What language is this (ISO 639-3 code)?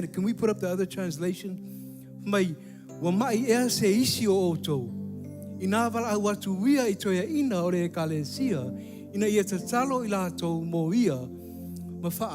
smo